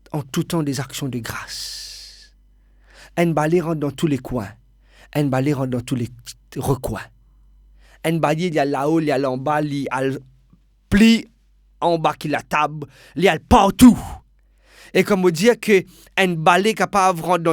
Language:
Morisyen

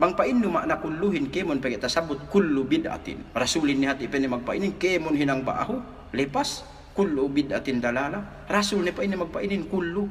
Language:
Yakan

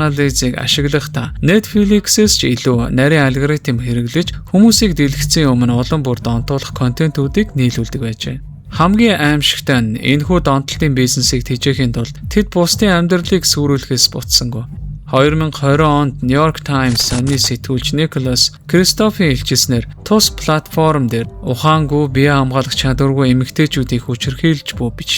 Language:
Mongolian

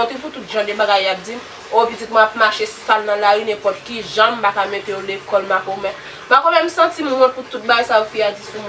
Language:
Haitian Creole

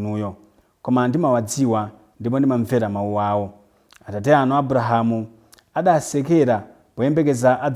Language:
Nyanja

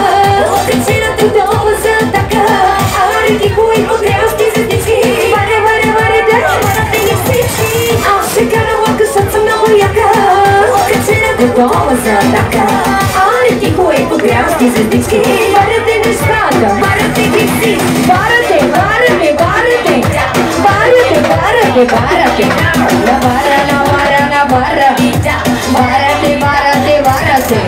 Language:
Bulgarian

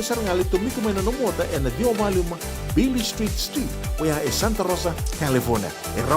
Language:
Fijian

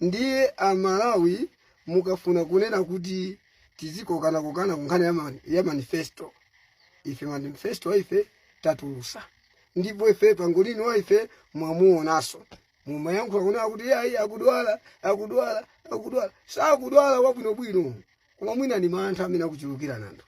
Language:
Nyanja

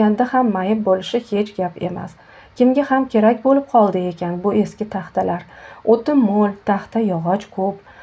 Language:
Uzbek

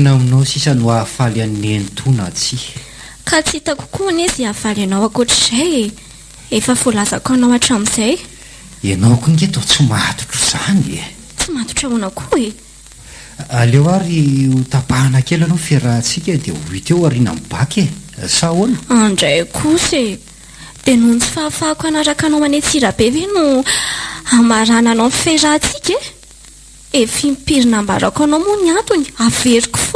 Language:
Malagasy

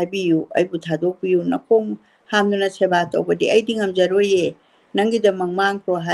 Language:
Manipuri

